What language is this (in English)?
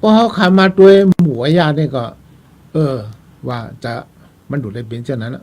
Shan